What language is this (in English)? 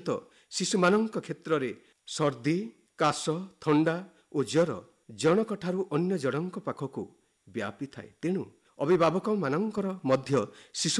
Odia